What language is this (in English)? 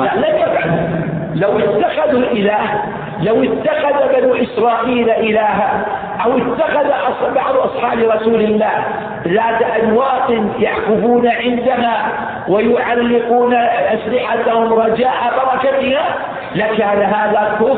Arabic